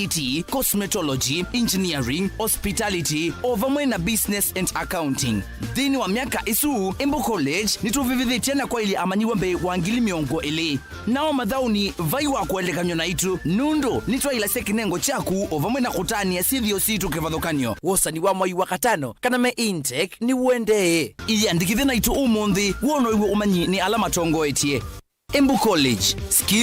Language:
Kamba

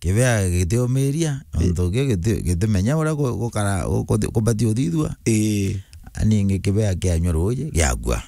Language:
Meru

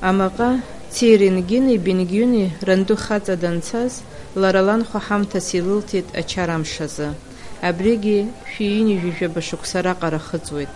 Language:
Abkhazian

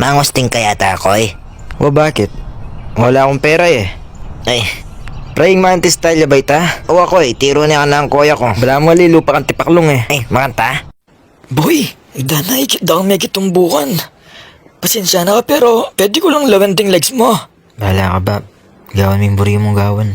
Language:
Pampanga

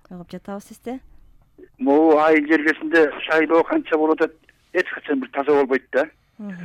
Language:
Kyrgyz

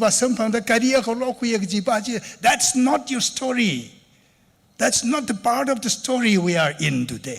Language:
Tangkhul Naga (India)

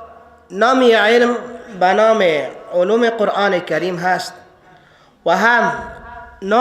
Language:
Persian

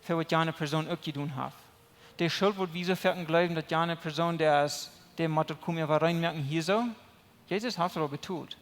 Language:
Plautdietsch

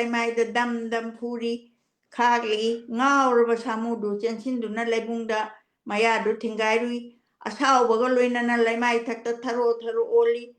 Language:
Manipuri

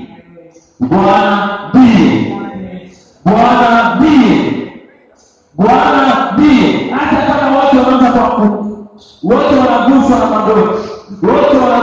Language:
Swahili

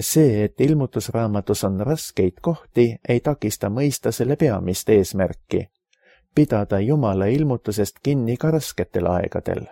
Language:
Estonian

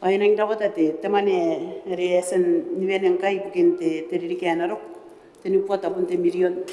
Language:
Gilbertese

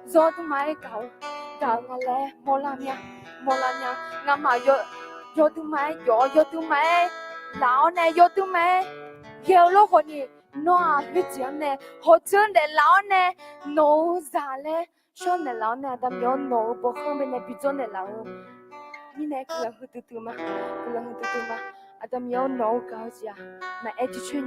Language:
Akha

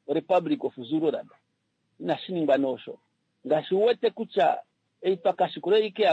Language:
Kuanyama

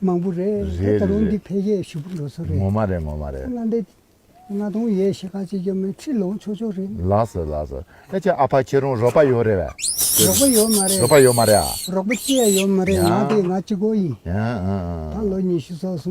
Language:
Tibetan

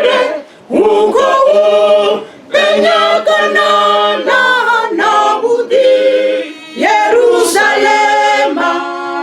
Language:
Venda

